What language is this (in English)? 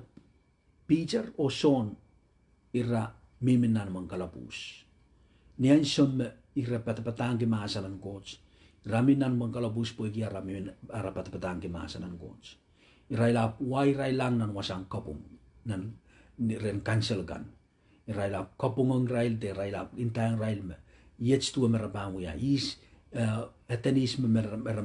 Pohnpeian